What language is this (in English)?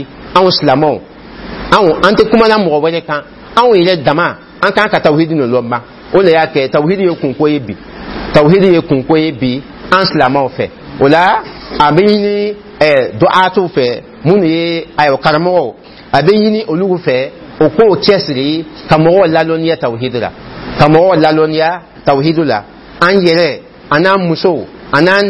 Dyula